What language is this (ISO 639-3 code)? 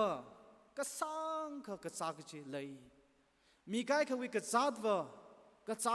nmf